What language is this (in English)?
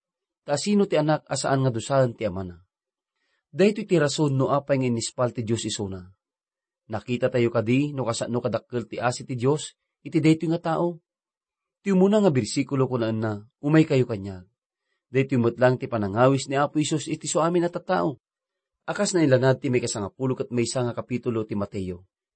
Iloko